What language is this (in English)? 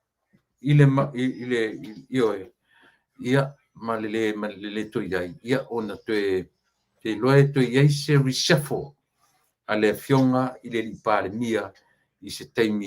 Samoan